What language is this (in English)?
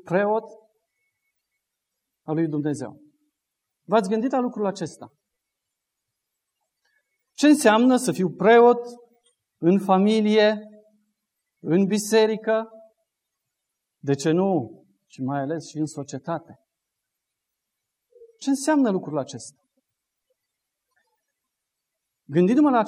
Romanian